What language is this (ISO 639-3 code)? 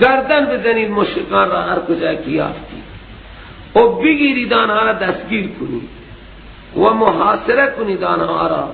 fas